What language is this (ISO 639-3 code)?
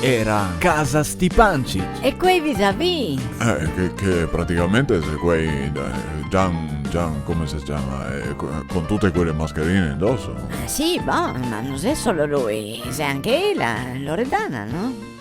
vec